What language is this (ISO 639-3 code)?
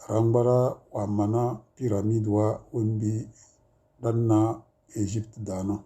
kdh